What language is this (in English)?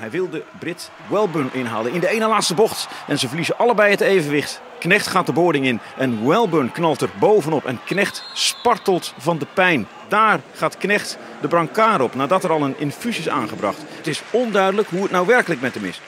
Western Frisian